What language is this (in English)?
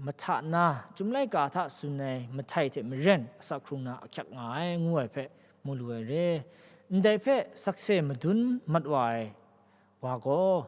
Kachin